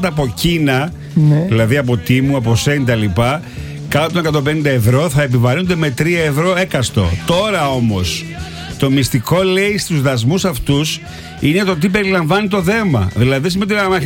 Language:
Greek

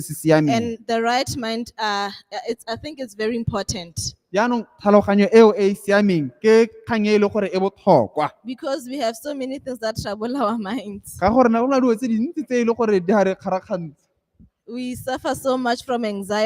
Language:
Tswana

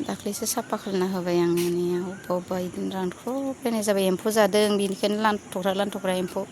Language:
Bodo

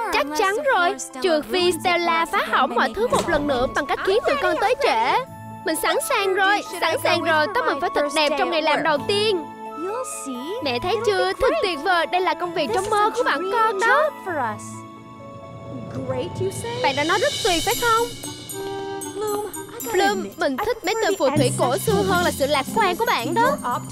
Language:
Vietnamese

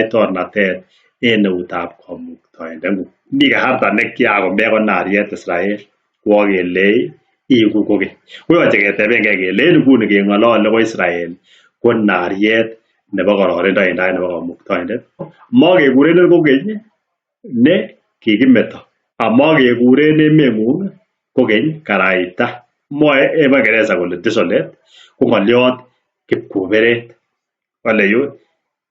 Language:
Kalenjin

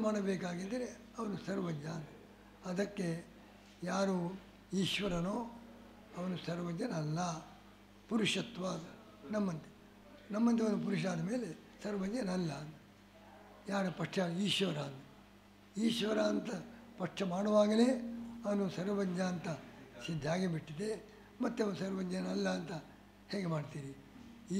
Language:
Kannada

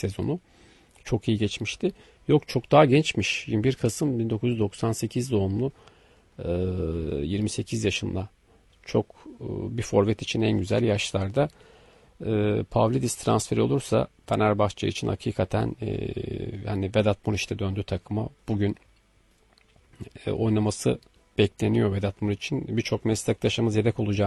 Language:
Turkish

